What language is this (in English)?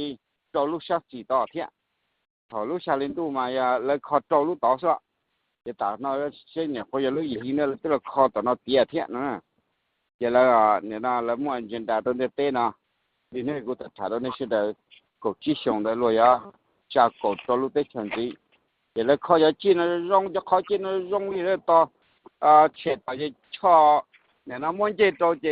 Hmong